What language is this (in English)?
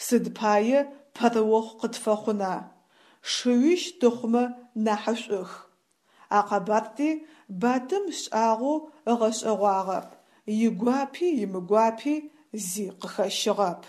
Adyghe